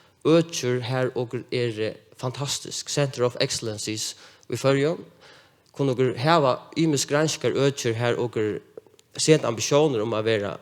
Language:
Faroese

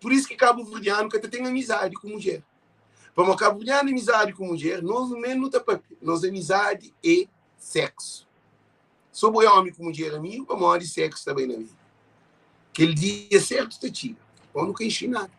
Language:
Kabuverdianu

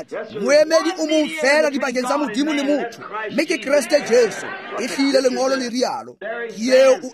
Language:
Tswana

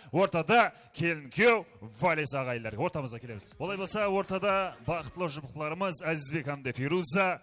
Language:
Kara-Kalpak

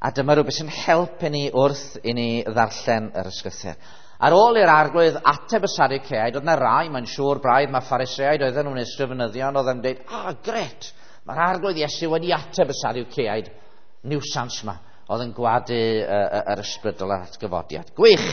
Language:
Welsh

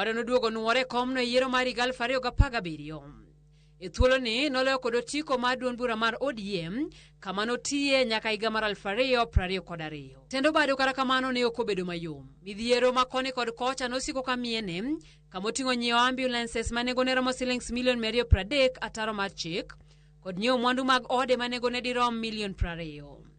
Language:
Luo (Kenya and Tanzania)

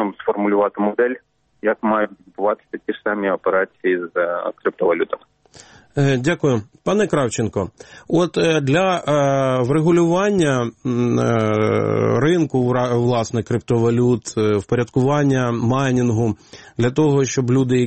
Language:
Ukrainian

